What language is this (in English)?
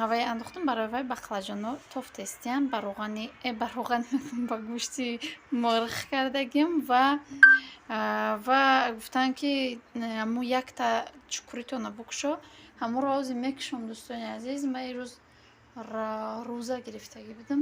Tajik